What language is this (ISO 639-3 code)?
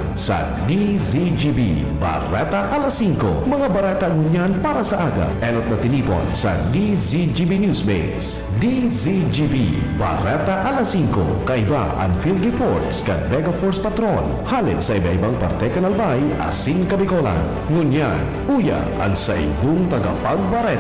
bik